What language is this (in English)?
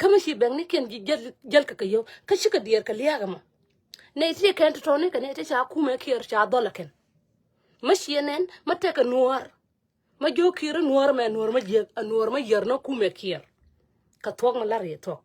Nuer